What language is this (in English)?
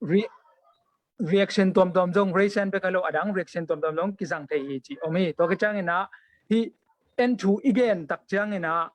Tedim Chin